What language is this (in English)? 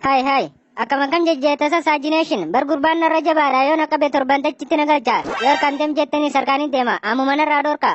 Oromo